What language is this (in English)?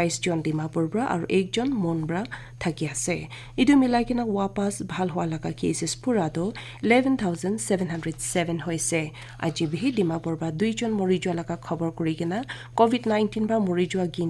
Naga Pidgin